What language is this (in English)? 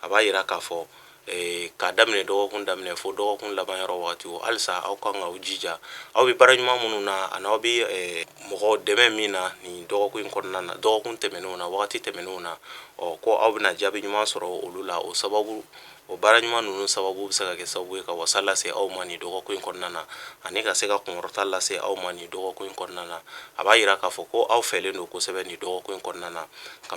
Bambara